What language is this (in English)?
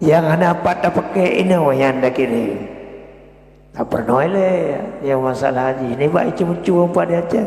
Achinese